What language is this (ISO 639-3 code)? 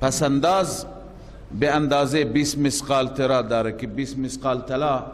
fas